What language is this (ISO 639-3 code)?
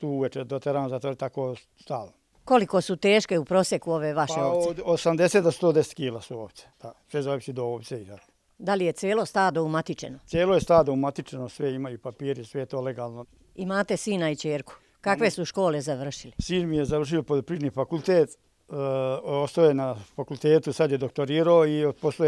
srp